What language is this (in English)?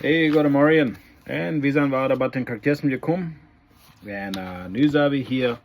Plautdietsch